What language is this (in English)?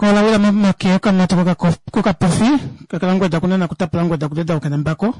Kuanyama